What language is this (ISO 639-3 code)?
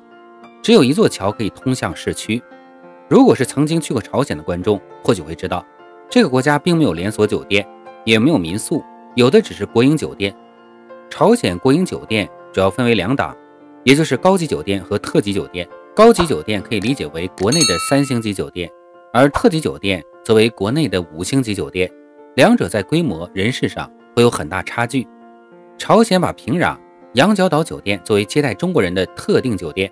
zho